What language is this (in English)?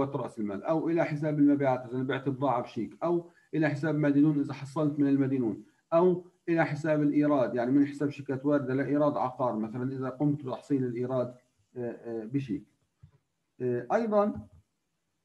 South Levantine Arabic